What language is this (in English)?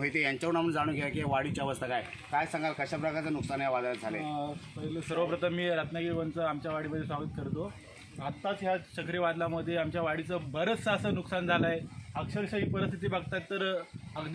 Marathi